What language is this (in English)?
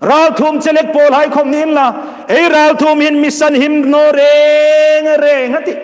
Hmar